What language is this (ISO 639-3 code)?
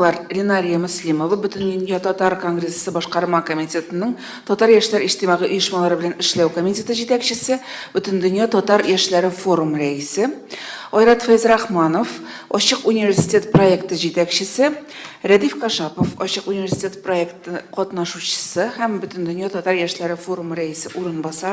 tat